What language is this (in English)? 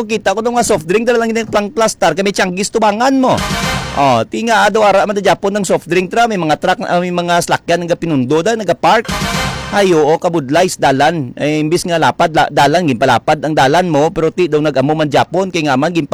Hiligaynon